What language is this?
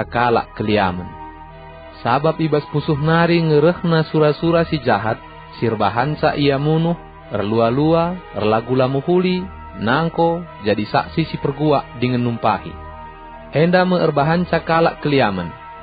Batak Karo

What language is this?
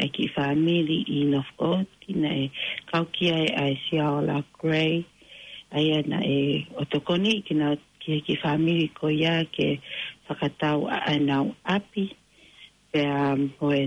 Tongan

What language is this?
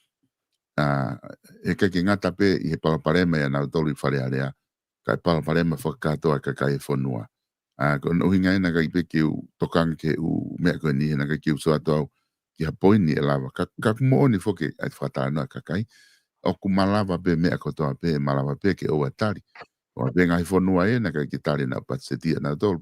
Tongan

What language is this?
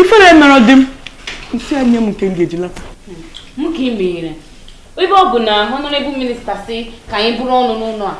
Igbo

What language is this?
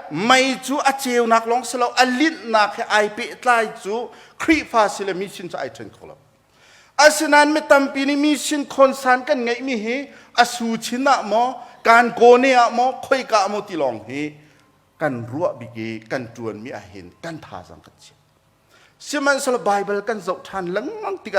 Hakha Chin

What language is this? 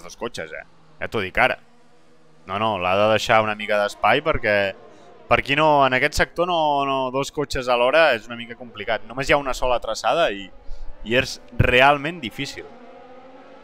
Catalan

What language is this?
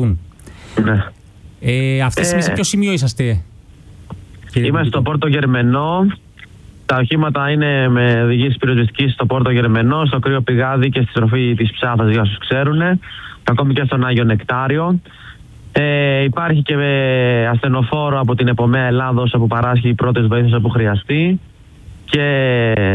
Greek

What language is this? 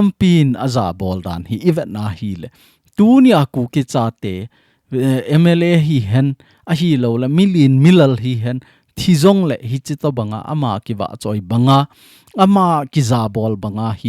Thado Chin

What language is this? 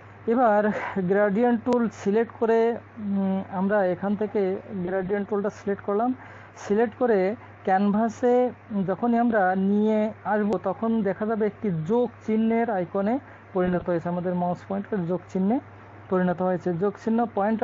Bangla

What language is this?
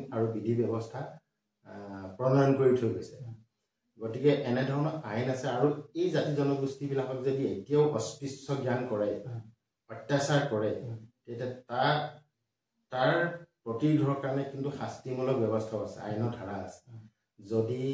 Assamese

